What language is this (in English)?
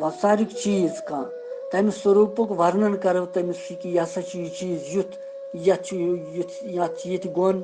Kashmiri